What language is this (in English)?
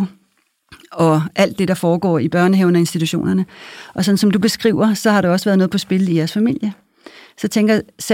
Danish